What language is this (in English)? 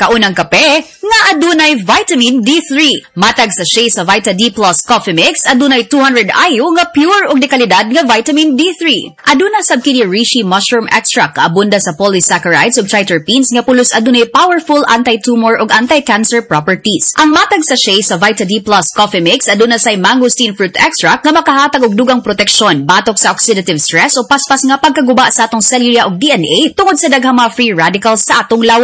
Cebuano